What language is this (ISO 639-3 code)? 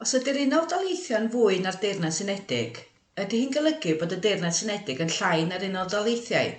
cym